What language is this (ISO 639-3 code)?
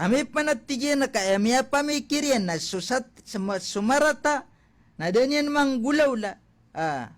mrw